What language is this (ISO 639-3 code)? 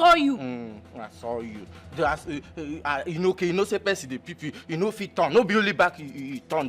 pcm